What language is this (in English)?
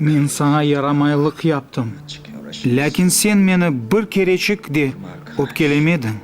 Crimean Tatar